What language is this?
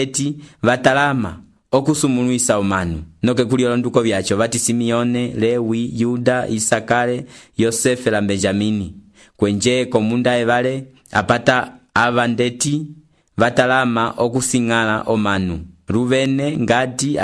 Umbundu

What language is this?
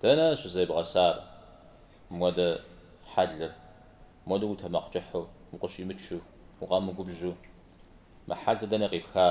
Kabardian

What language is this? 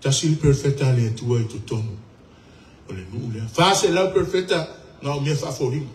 Samoan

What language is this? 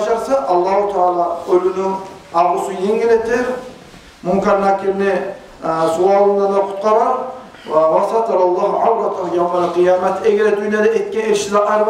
Kumyk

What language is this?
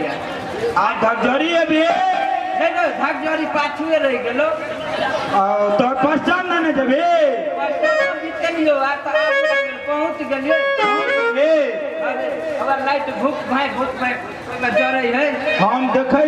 Maithili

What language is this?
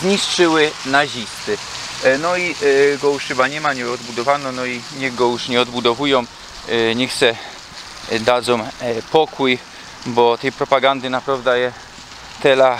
Silesian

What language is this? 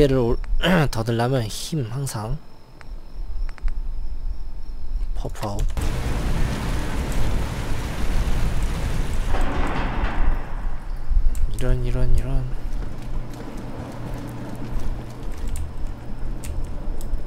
Korean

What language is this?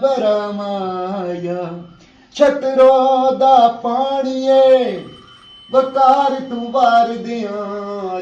Pahari-Potwari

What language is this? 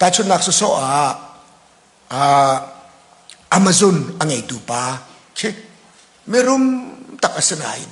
Hakha Chin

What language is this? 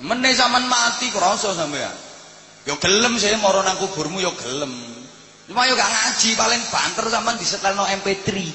Javanese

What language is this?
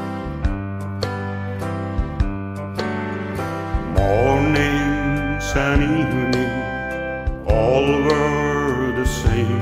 English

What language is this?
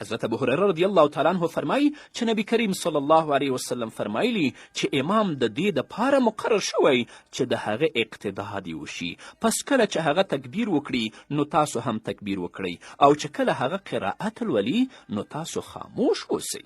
Pashto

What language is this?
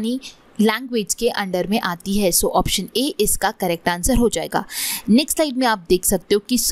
Hindi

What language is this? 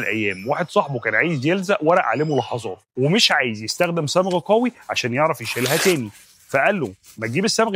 Egyptian Arabic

